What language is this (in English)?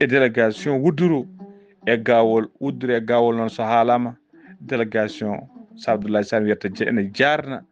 Fula